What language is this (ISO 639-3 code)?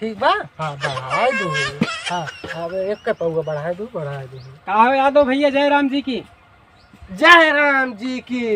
awa